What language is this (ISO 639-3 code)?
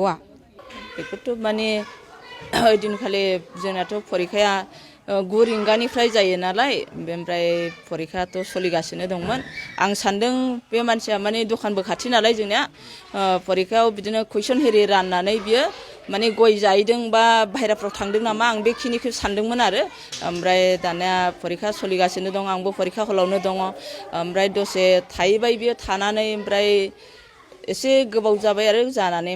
brx